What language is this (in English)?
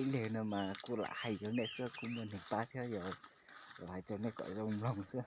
Hmong